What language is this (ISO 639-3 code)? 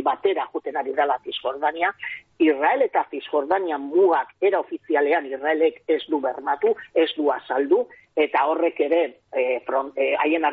eus